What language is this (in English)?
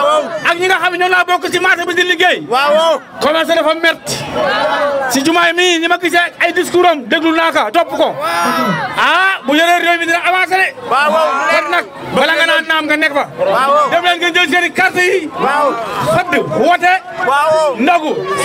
Wolof